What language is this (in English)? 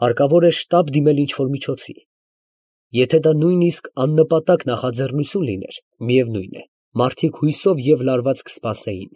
Armenian